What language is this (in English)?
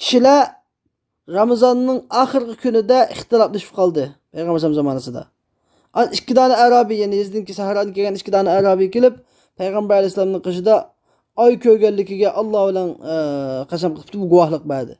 Uyghur